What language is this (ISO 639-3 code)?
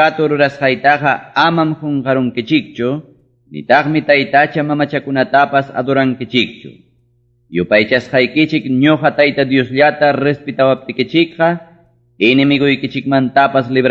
quy